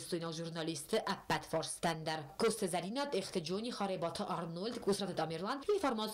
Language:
Ossetic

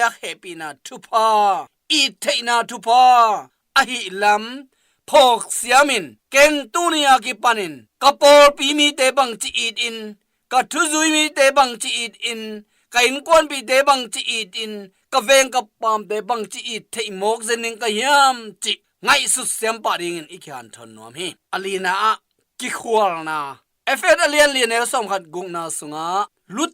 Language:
Tedim Chin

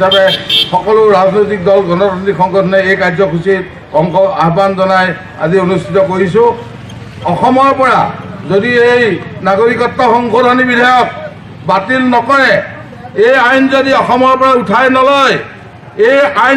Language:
Assamese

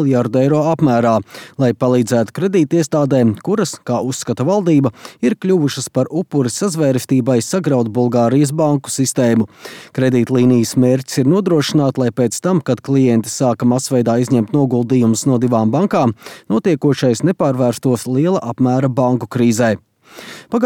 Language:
Latvian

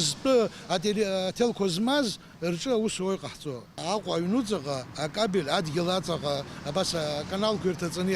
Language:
Abkhazian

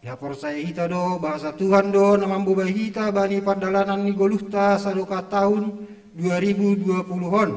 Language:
Batak Simalungun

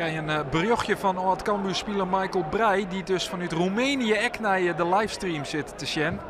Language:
Western Frisian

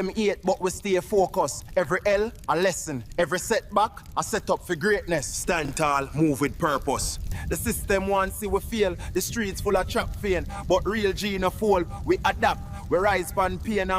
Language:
Jamaican Creole English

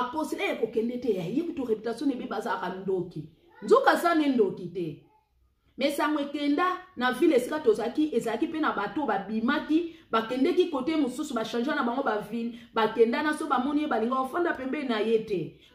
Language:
Lingala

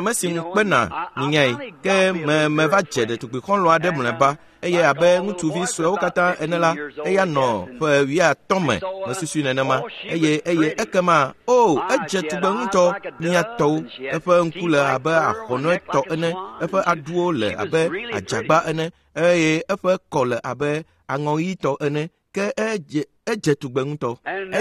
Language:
Ewe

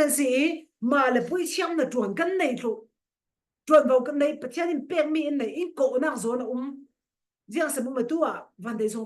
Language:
Falam Chin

